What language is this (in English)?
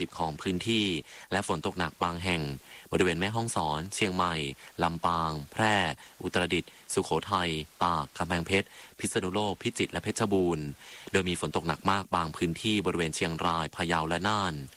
Thai